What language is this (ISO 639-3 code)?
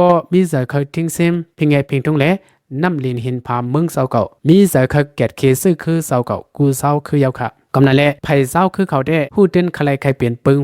shn